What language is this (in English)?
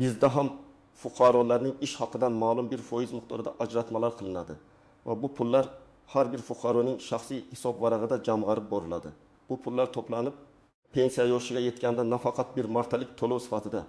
Uzbek